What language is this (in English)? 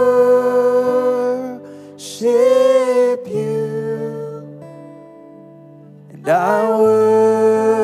Vietnamese